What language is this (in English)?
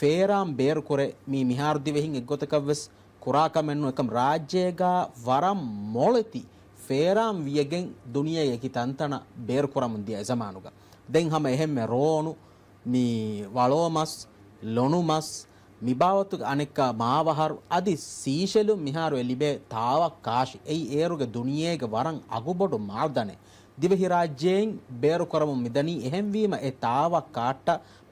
Divehi